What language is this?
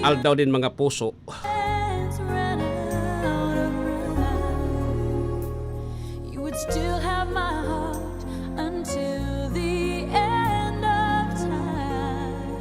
Bikol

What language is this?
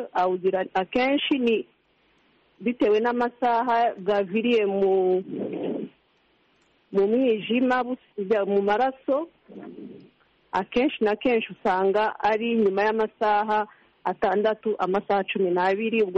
Kinyarwanda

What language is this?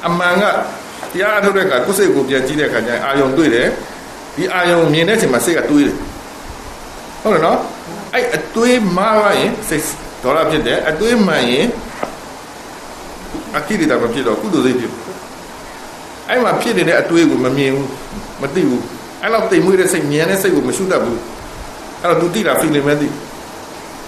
Burmese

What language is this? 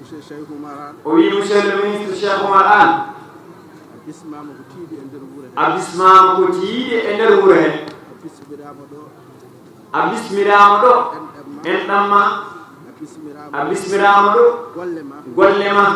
Fula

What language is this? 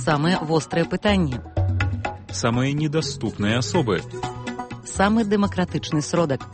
Belarusian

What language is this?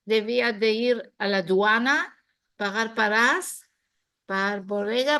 Ladino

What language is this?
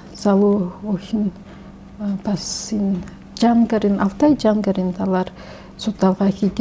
Mongolian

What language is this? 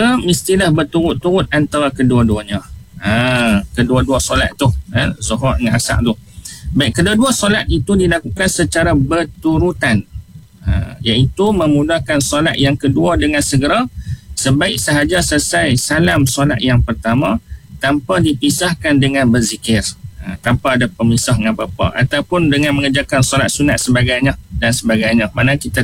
Malay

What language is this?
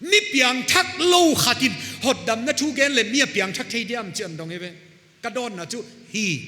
Paite Chin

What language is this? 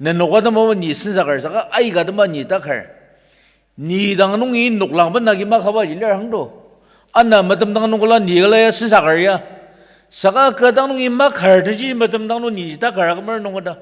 Ao Naga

